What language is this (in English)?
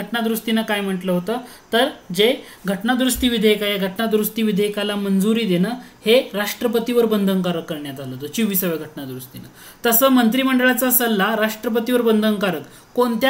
Marathi